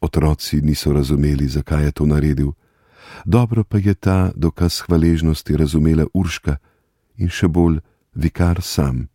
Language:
Slovenian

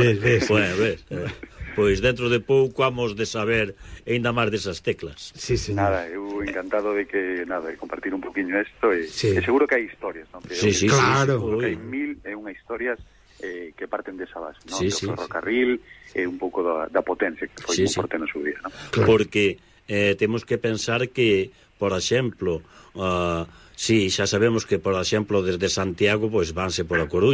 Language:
Galician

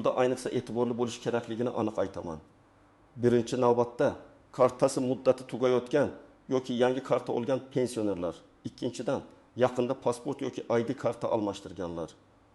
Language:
Uzbek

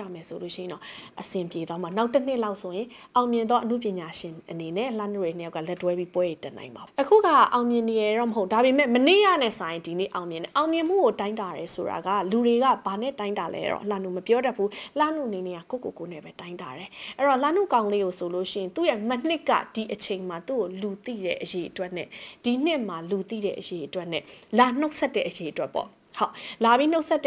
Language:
Burmese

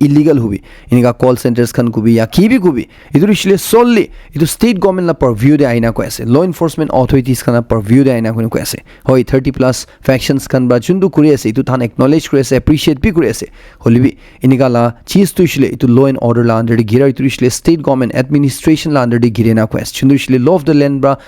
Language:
Naga Pidgin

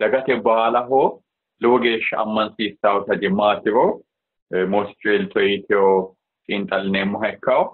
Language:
Sidamo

